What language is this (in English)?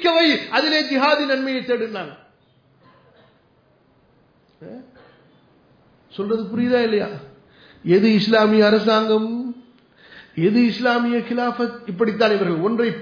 Tamil